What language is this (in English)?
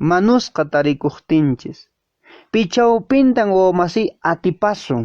Quechua